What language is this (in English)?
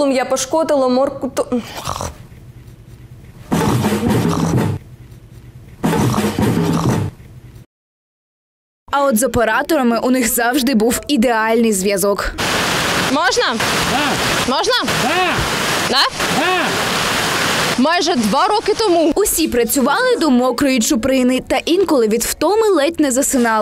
Ukrainian